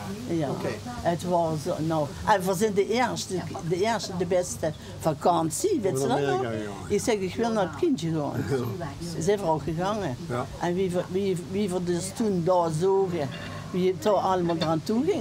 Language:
Limburgish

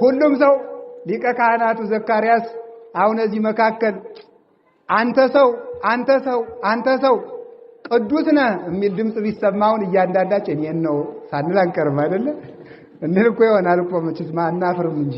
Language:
Amharic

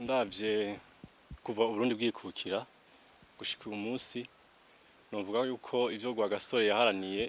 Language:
Rundi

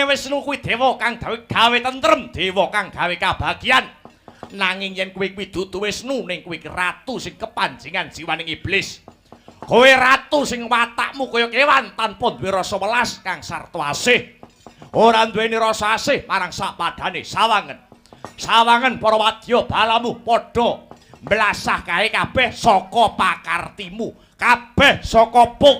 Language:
Javanese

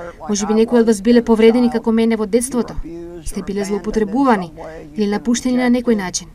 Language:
Macedonian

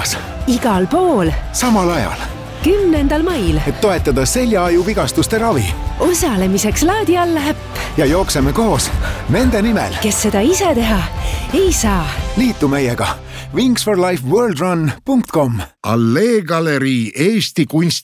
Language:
Estonian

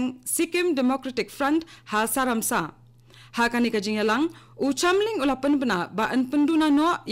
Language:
Khasi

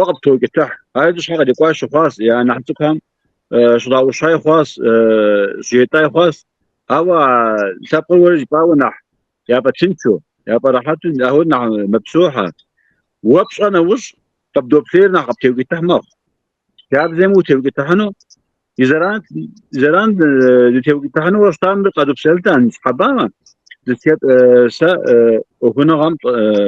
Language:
Kabardian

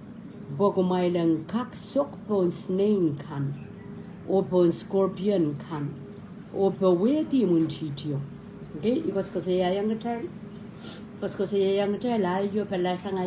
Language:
Pohnpeian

